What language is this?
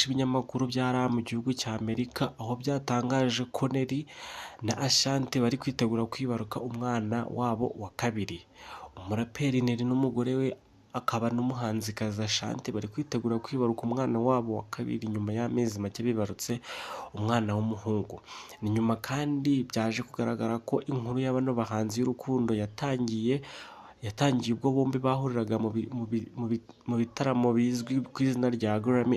Kinyarwanda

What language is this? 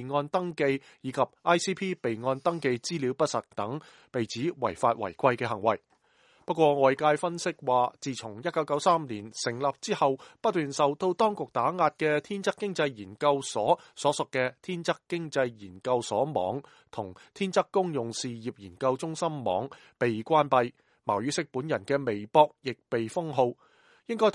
Cantonese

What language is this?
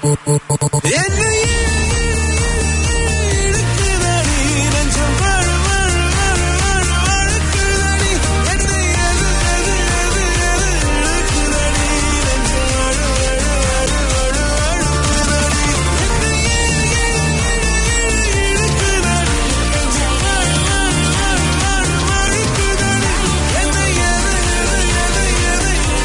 Tamil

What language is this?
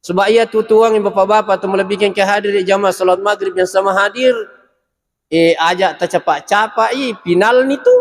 Buginese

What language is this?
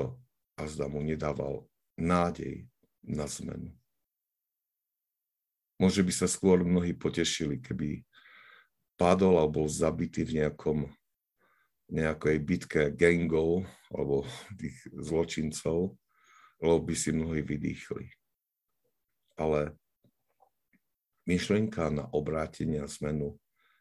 Slovak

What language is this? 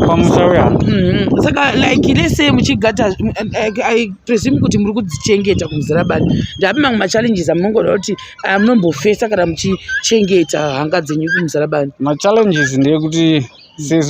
Shona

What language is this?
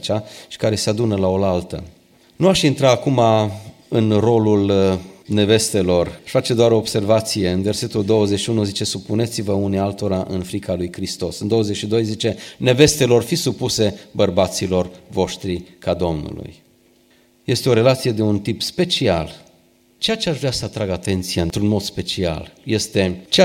Romanian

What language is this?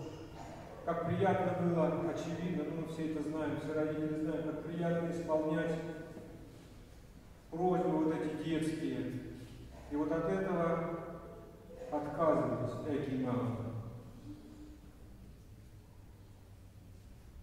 Russian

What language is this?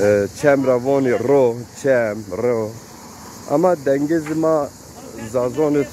Zaza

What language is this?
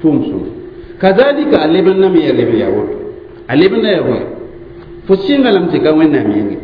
Mossi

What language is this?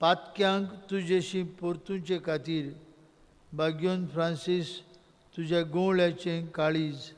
Konkani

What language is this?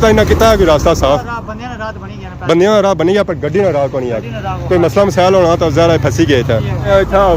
Pahari-Potwari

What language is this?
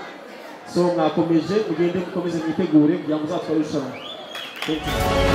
Kinyarwanda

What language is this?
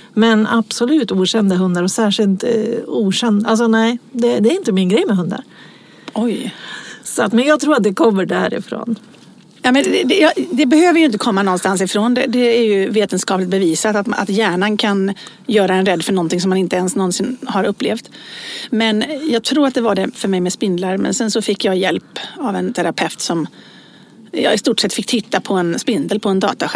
Swedish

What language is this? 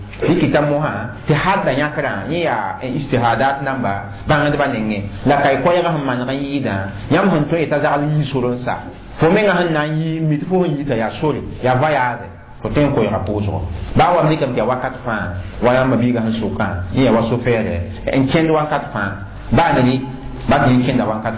Mossi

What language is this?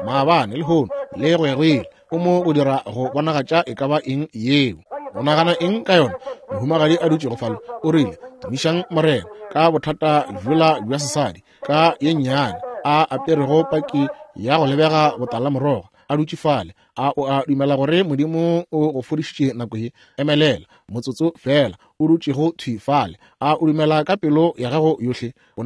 Northern Sotho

